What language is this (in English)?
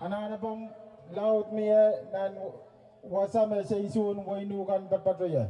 Pohnpeian